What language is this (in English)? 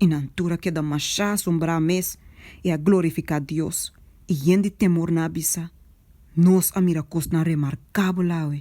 Papiamento